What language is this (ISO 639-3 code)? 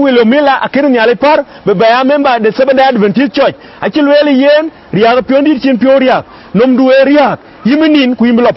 din